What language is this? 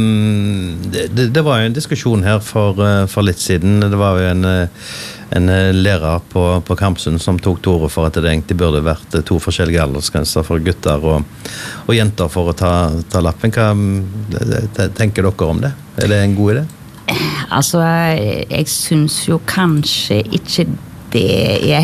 Norwegian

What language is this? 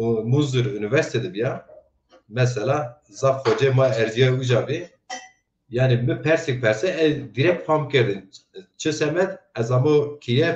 Zaza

